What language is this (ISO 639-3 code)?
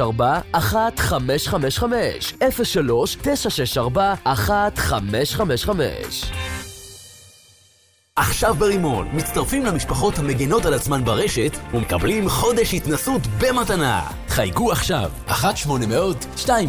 heb